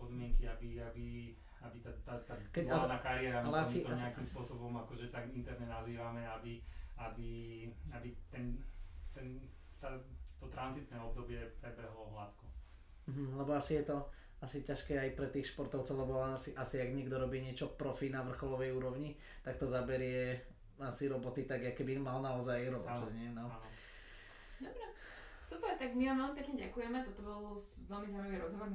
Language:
Slovak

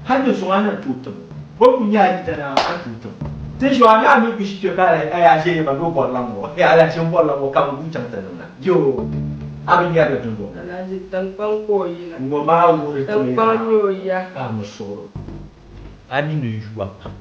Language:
Dagbani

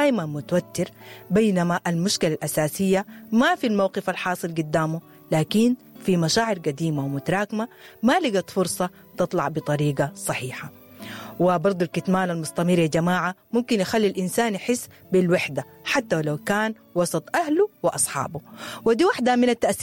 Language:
Sudanese Arabic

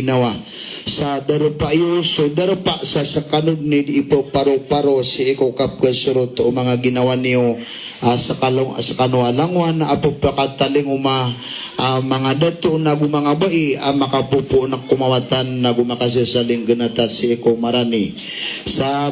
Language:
Maranao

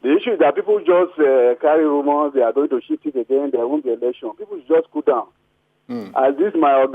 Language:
Nigerian Pidgin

